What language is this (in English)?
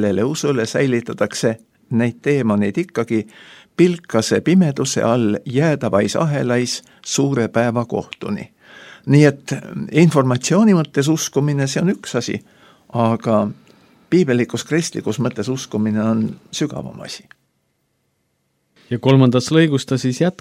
Estonian